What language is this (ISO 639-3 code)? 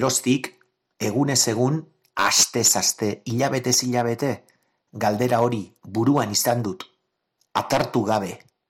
eus